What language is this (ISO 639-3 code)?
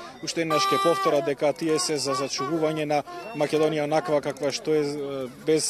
mkd